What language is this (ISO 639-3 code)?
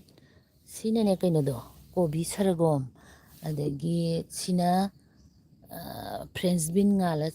mni